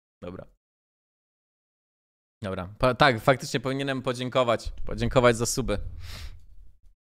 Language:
Polish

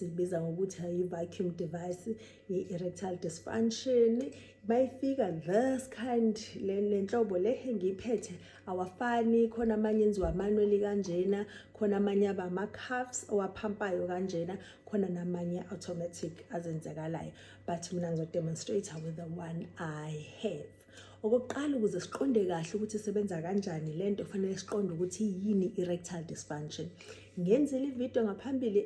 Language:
Zulu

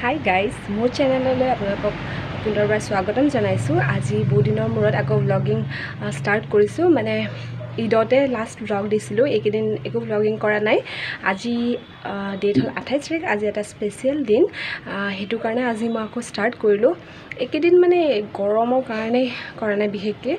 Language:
Assamese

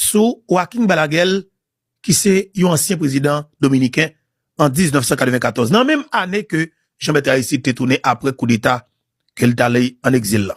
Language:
Haitian Creole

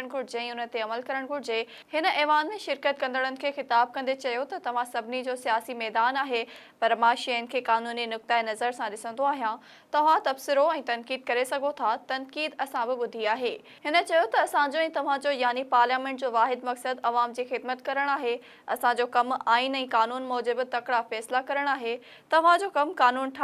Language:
Sindhi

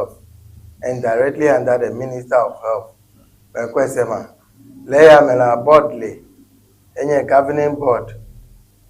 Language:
Ewe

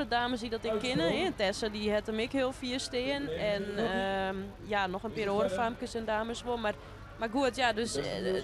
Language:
Western Frisian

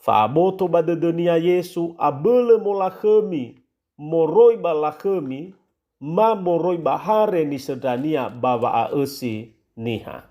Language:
Nias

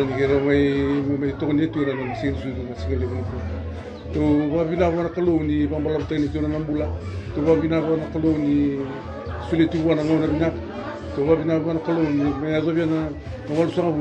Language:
Fijian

